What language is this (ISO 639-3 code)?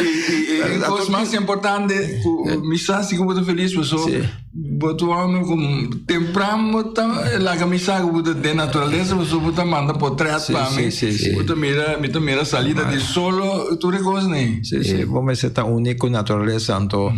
pap